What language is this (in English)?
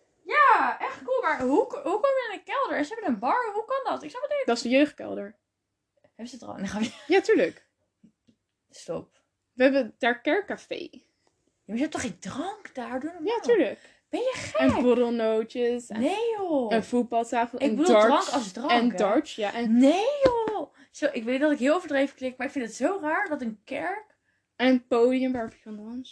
Dutch